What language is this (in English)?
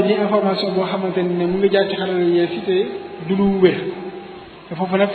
Wolof